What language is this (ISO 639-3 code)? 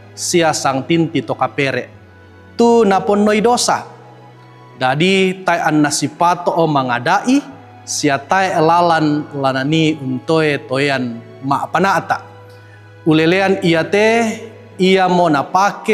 sda